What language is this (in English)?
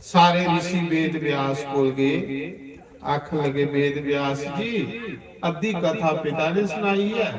Dogri